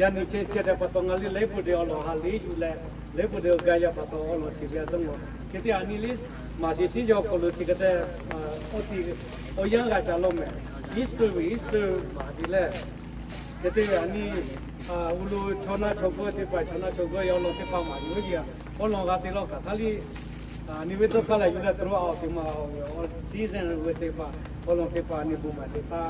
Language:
Lahu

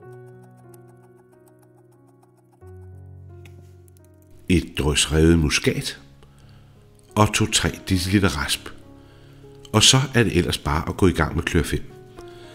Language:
Danish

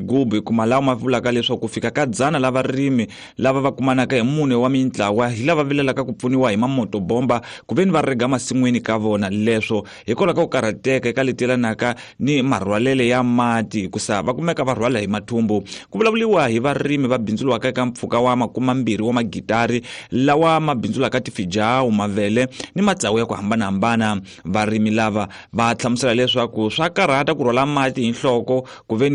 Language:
Tsonga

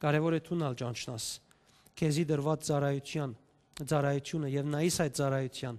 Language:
Western Armenian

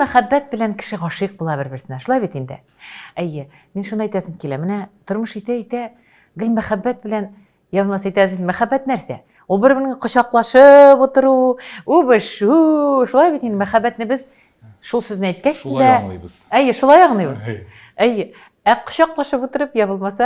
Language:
Tatar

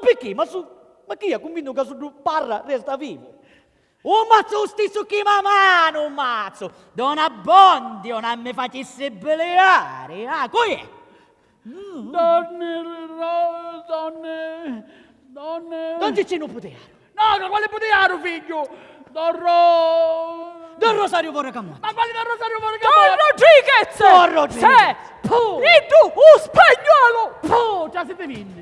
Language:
Sicilian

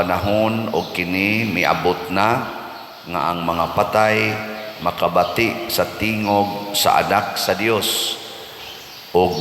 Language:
Cebuano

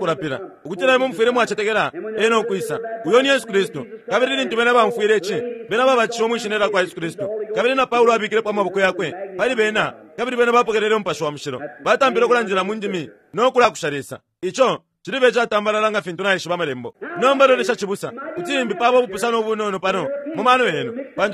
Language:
Bemba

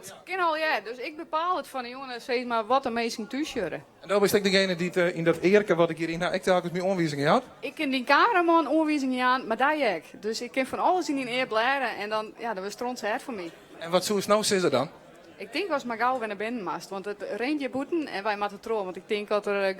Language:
Western Frisian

